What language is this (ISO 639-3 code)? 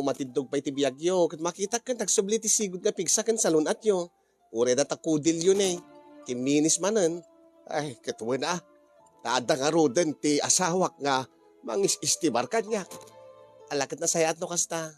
ilo